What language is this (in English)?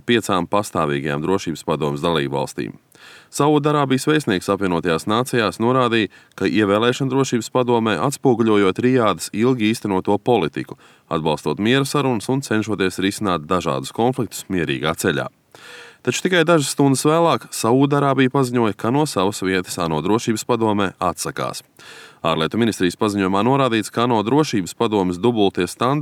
Latvian